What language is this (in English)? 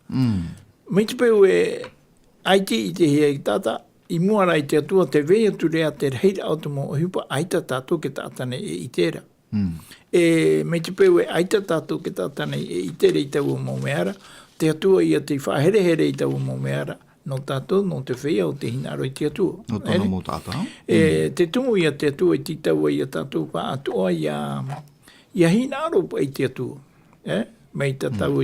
Tahitian